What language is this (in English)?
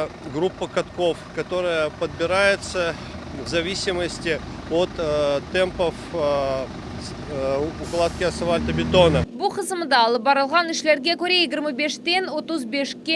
Crimean Tatar